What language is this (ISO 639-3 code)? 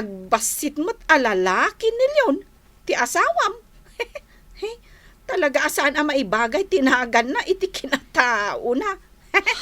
ilo